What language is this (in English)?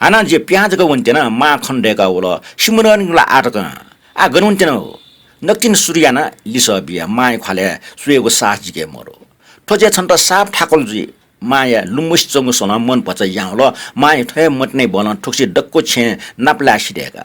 Newari